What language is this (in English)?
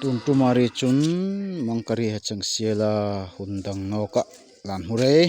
Darlong